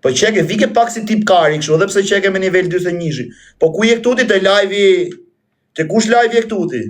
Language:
Albanian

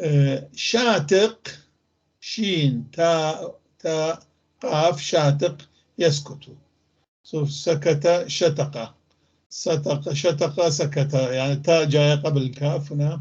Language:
North Levantine Arabic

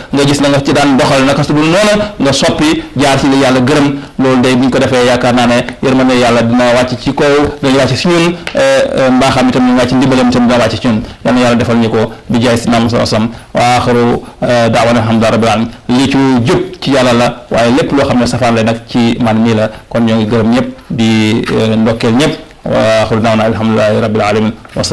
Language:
Wolof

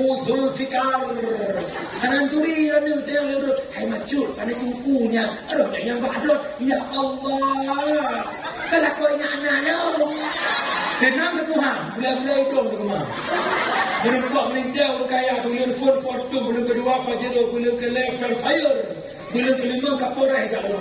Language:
Achinese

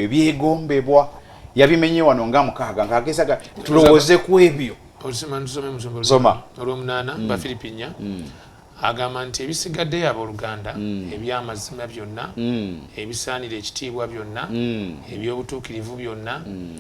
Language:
Ganda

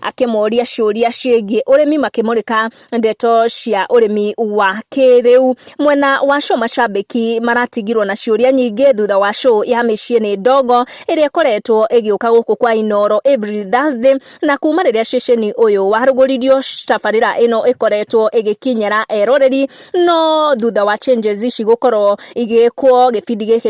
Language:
Kikuyu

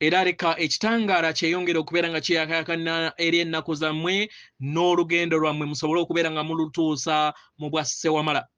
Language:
Ganda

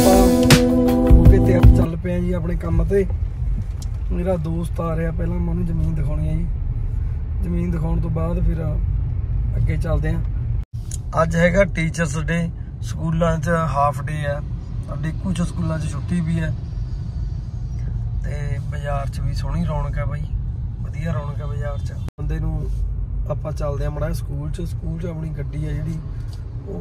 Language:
Punjabi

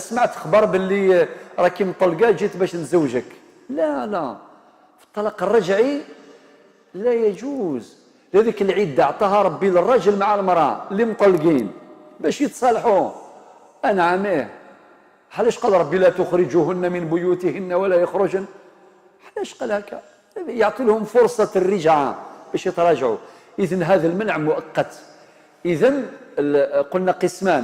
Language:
Algerian Arabic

